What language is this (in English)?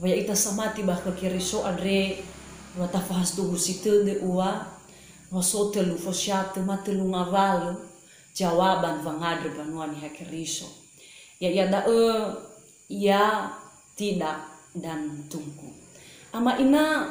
Nias